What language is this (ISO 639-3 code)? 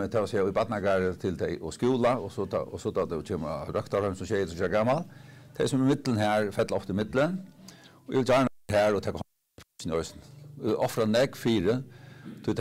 fao